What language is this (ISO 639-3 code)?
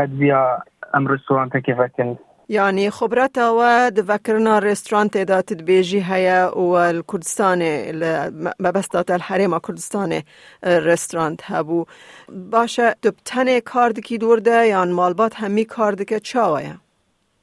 kur